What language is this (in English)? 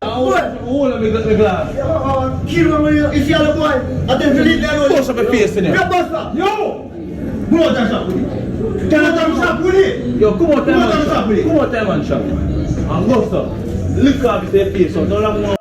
Jamaican Creole English